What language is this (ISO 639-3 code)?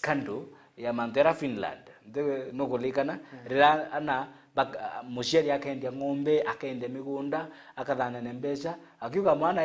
mer